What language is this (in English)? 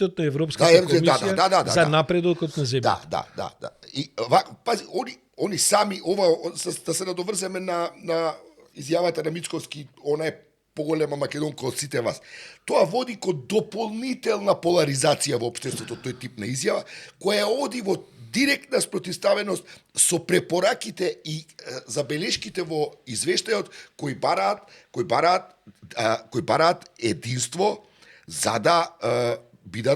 Macedonian